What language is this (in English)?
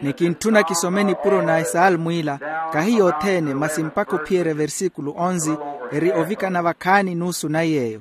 Makhuwa